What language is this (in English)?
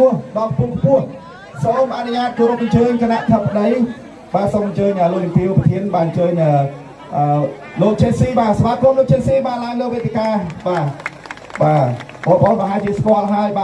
Khmer